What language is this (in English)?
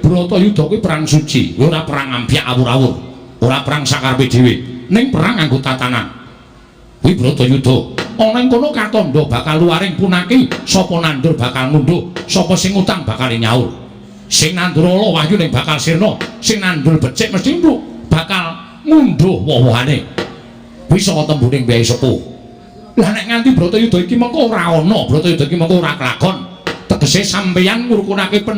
Javanese